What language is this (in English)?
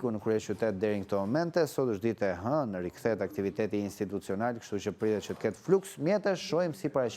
Albanian